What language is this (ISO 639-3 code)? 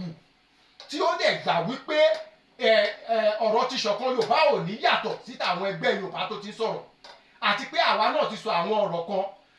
yor